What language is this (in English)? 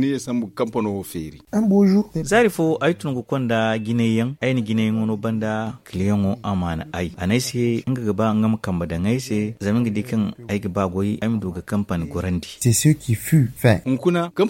Zarma